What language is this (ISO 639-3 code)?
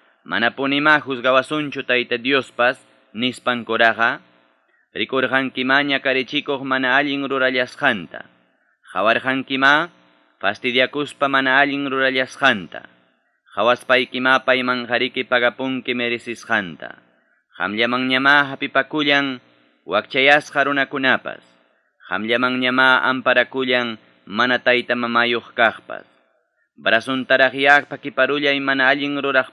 quy